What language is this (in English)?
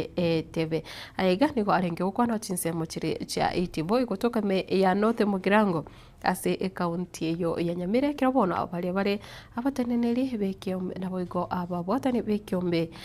Gusii